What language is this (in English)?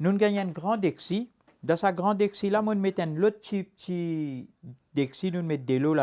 Morisyen